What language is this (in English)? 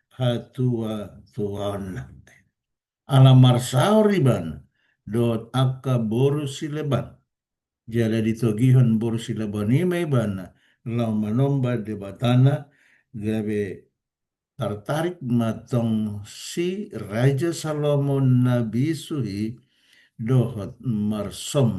Batak Toba